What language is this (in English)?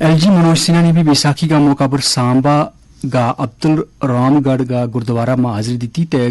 Gujari